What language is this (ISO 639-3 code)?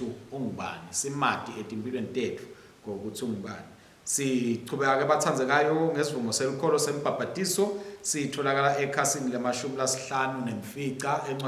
ssw